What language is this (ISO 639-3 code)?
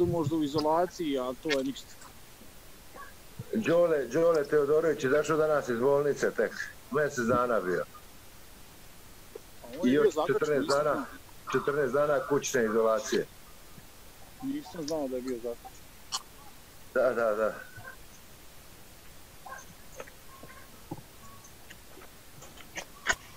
srp